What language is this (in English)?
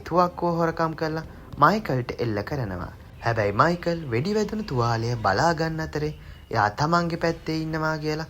Sinhala